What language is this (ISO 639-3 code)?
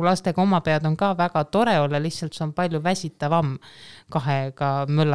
est